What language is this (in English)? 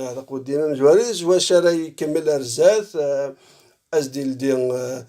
Kabyle